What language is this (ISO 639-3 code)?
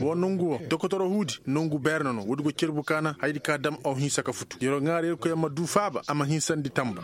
ses